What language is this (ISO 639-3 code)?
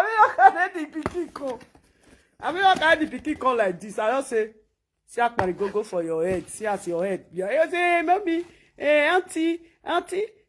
pcm